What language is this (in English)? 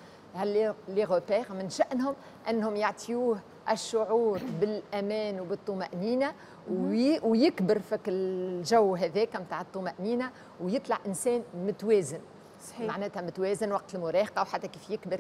Tunisian Arabic